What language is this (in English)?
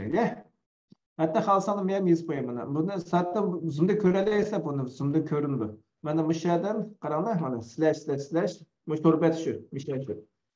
Uyghur